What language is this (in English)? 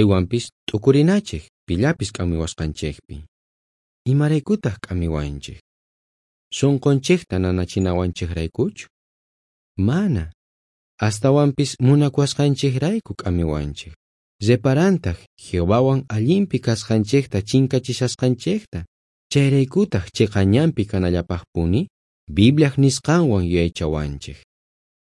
South Bolivian Quechua